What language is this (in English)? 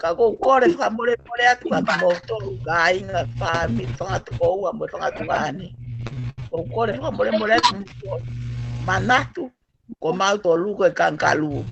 Tongan